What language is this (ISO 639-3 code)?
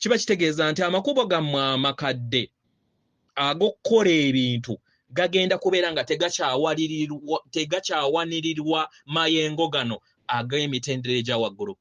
lug